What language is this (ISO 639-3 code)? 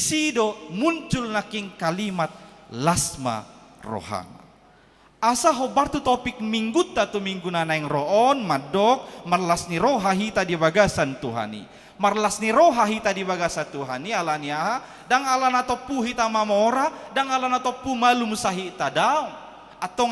bbc